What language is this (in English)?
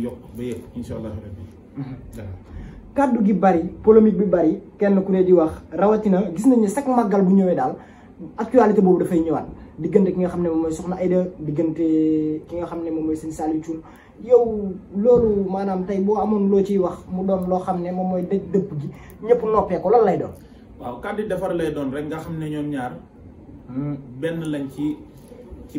Wolof